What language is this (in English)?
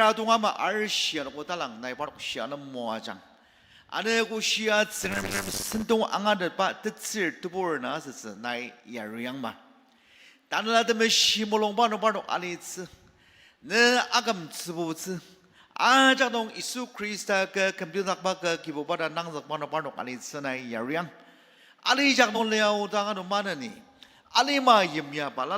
Ao Naga